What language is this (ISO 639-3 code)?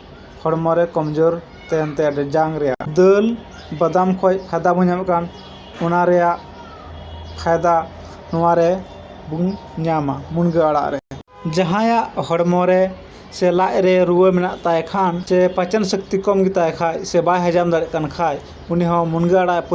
sat